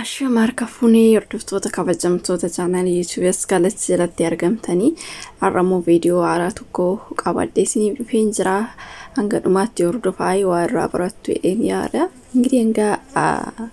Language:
Oromo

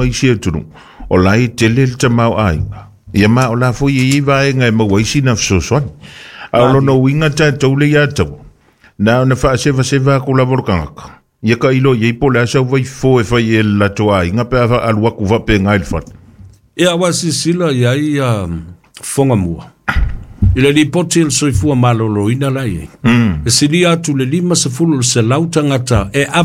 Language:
Samoan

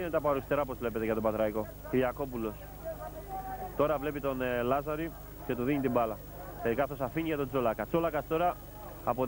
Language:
Greek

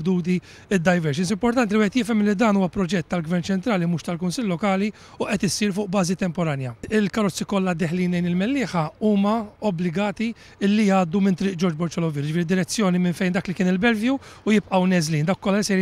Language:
Maltese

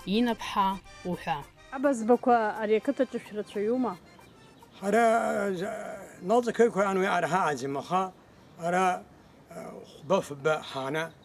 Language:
Abkhazian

